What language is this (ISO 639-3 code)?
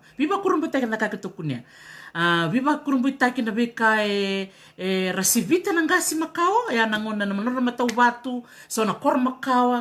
fij